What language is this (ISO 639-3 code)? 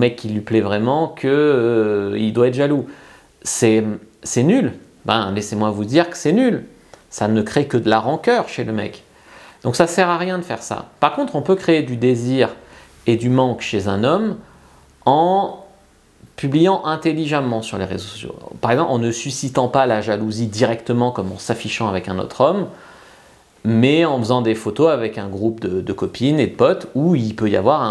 fra